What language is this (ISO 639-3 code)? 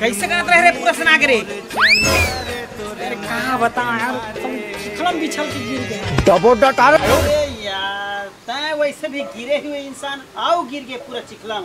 hne